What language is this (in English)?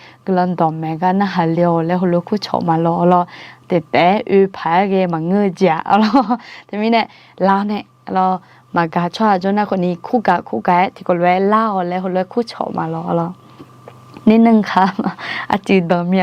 Akha